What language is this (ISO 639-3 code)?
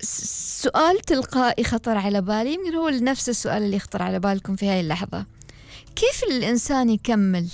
afb